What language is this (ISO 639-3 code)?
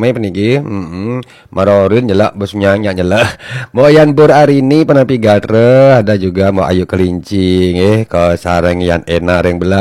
ban